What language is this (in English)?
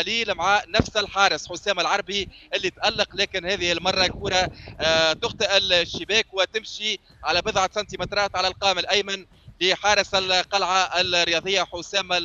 Tunisian Arabic